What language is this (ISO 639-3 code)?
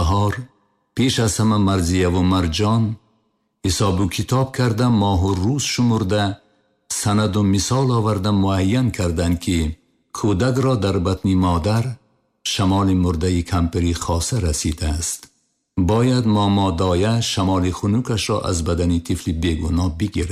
tgk